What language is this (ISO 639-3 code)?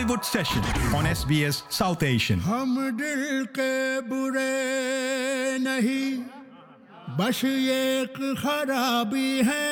urd